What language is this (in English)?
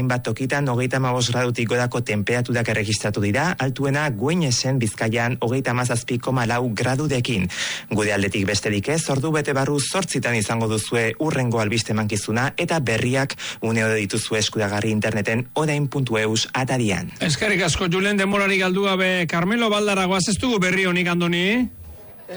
Basque